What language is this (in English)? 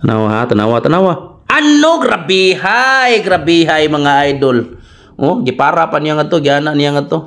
Cebuano